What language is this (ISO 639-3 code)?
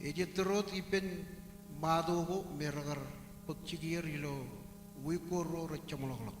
mah